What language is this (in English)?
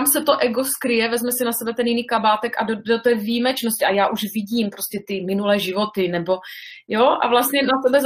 Czech